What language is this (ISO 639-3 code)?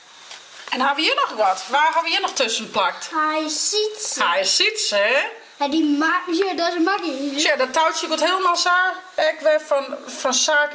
fry